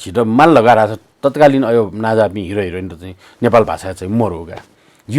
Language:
Newari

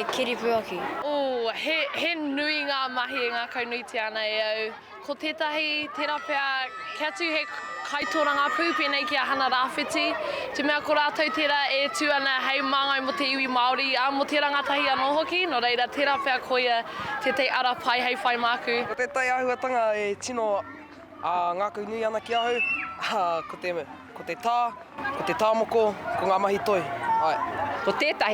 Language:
Māori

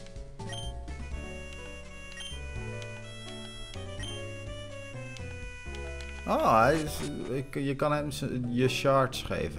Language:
Dutch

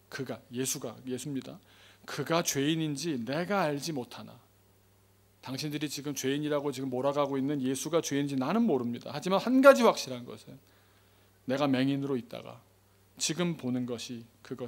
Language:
Korean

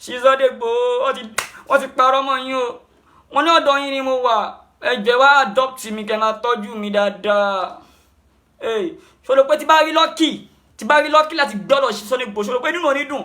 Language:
Yoruba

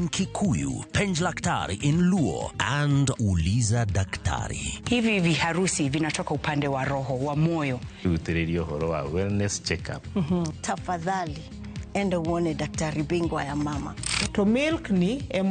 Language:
Luo (Kenya and Tanzania)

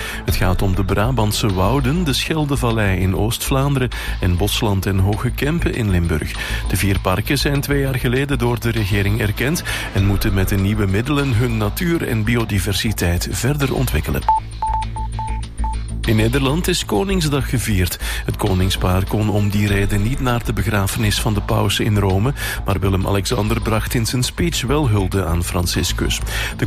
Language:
Dutch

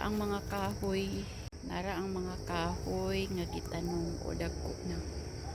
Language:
Cebuano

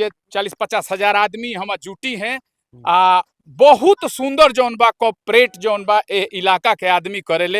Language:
Bhojpuri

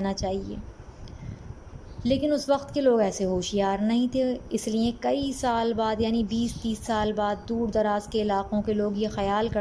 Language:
Urdu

